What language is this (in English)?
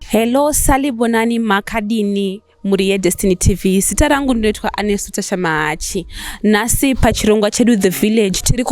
Shona